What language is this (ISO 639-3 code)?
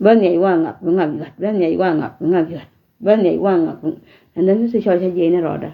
nus